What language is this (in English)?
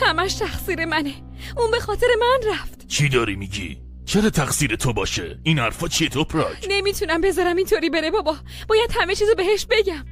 Persian